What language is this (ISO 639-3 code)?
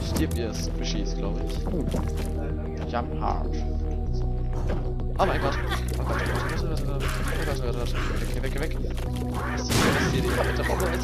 deu